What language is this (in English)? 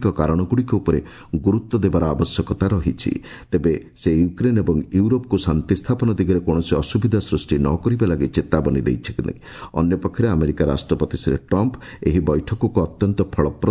Odia